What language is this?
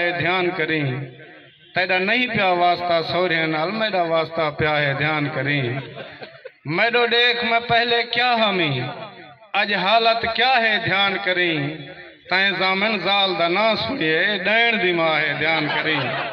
Saraiki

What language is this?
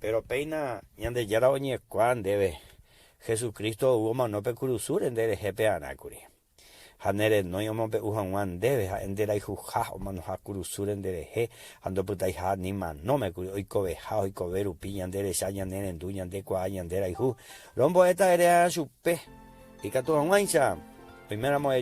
Guarani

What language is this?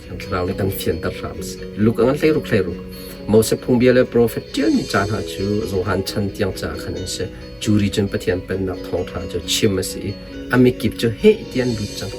Hakha Chin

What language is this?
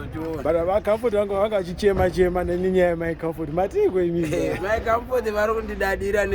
Shona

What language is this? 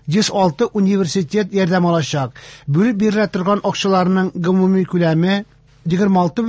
Tatar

